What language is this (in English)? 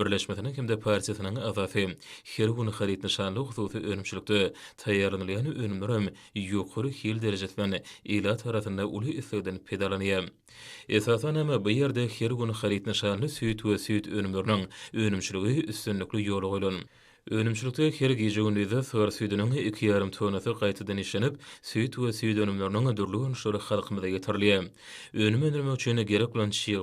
Turkmen